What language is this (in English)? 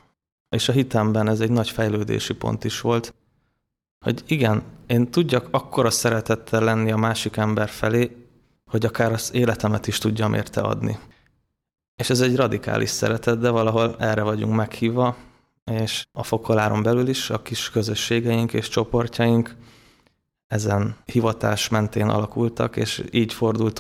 Hungarian